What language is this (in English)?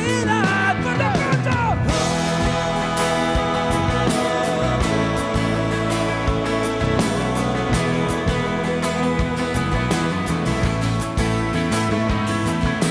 Spanish